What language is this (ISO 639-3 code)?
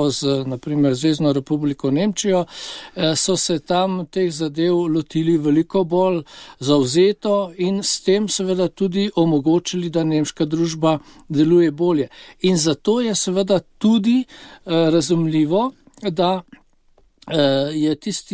slv